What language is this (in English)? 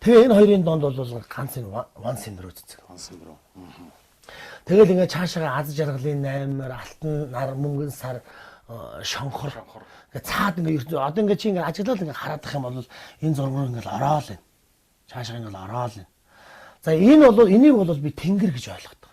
Mongolian